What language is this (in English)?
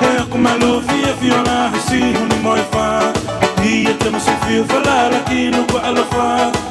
Tongan